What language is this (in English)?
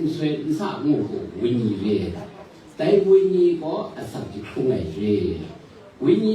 Kachin